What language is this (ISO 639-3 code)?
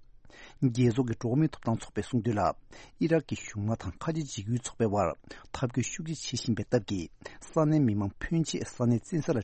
bod